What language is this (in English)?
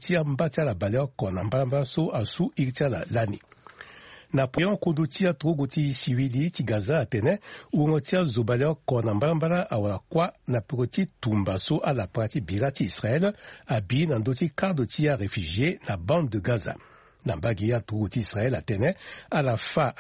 Sango